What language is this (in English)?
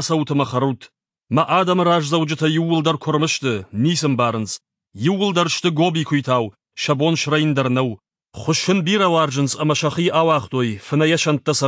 Ossetic